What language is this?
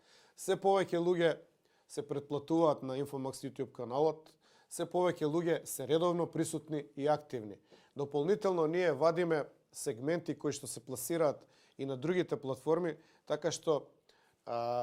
Macedonian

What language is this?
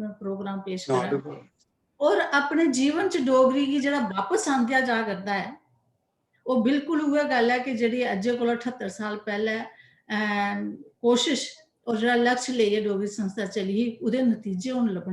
Dogri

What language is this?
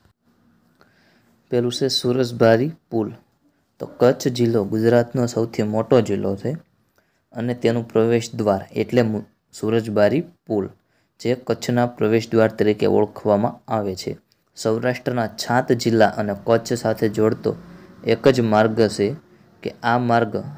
Gujarati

